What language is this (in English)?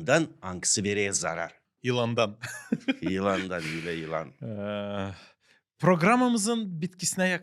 Gagauz